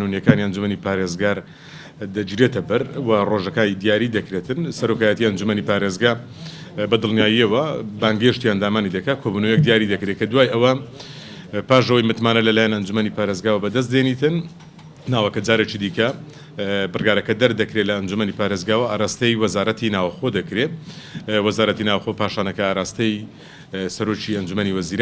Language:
Central Kurdish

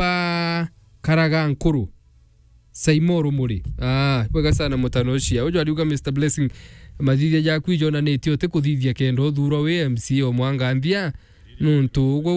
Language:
Meru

